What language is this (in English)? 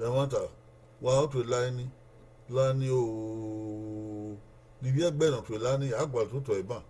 Bini